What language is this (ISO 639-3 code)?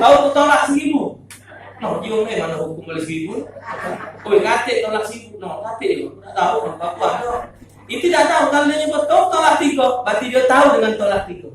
mui